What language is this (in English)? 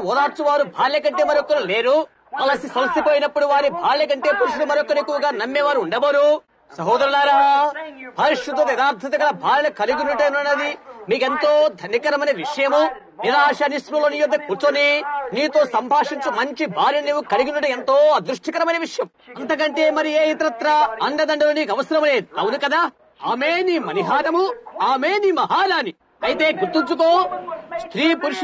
Telugu